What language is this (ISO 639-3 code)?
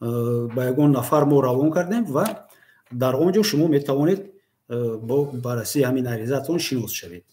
tgk